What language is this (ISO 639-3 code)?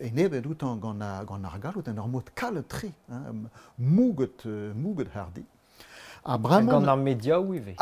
bre